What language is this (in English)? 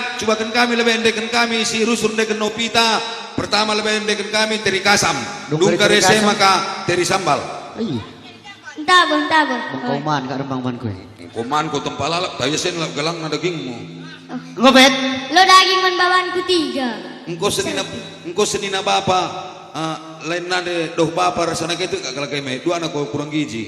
Batak Karo